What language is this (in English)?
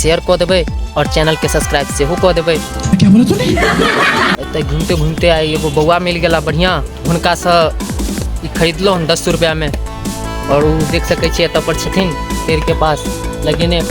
Maithili